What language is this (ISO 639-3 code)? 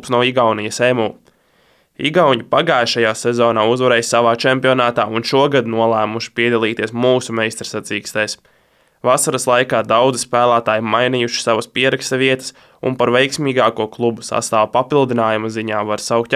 lav